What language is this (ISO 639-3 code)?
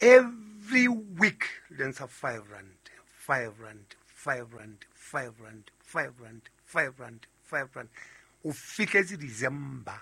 sot